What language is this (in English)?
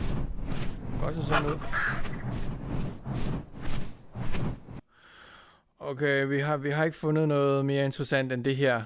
Danish